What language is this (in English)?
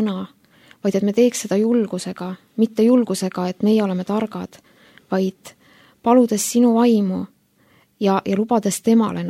Estonian